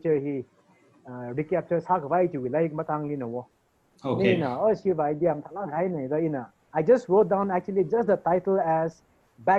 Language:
Tangkhul Naga (India)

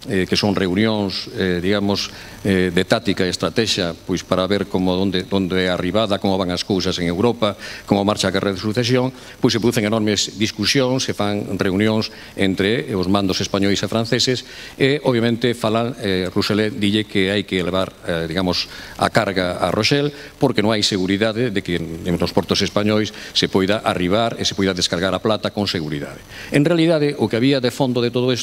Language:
Galician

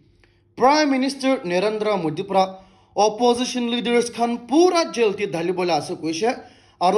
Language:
Naga Pidgin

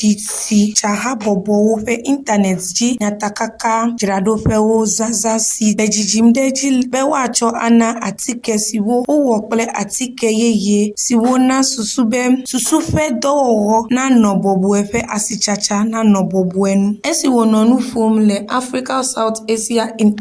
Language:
Ewe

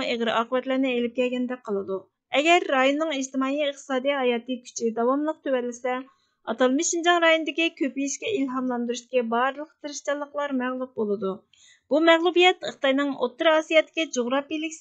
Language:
Uyghur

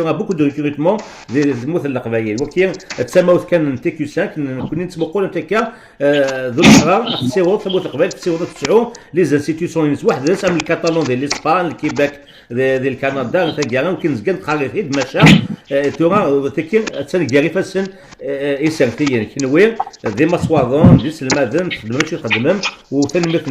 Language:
Kabyle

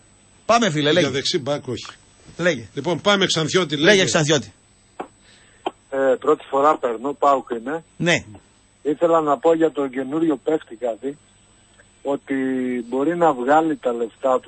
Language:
Greek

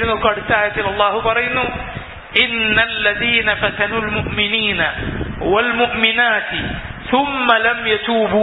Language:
Malayalam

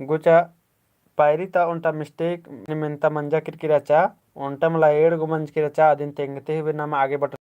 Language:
Kurukh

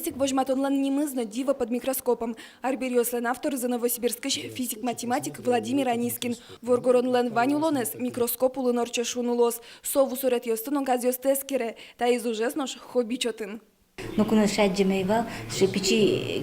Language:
Udmurt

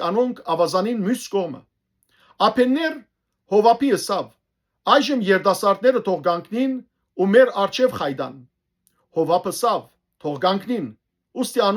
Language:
Western Armenian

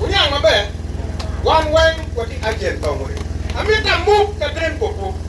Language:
Acoli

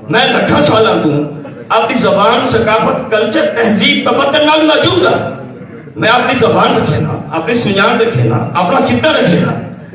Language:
Saraiki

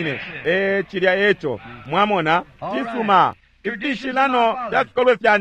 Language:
Bemba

